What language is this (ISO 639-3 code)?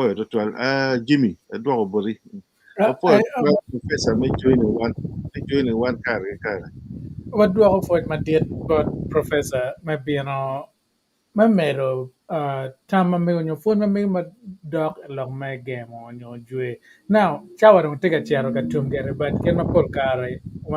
ach